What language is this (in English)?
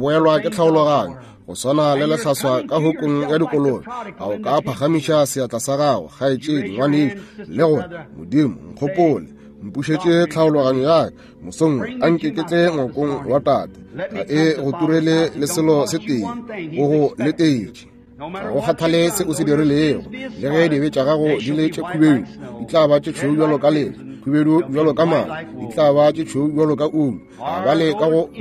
Northern Sotho